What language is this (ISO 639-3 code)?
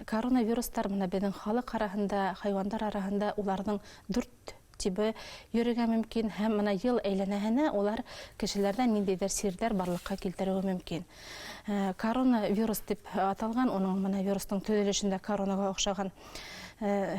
bak